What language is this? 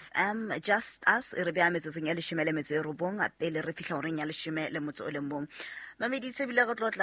Southern Sotho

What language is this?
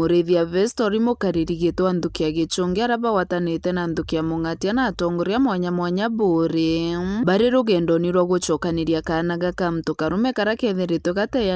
Meru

